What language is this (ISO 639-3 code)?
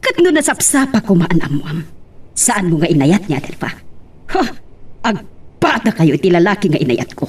ilo